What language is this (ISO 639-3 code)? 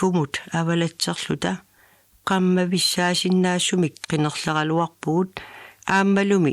kal